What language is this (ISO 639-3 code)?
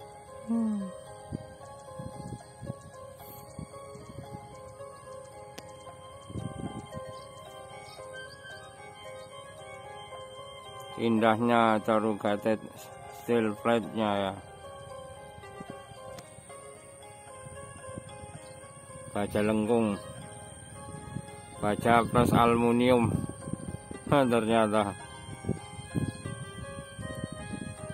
ind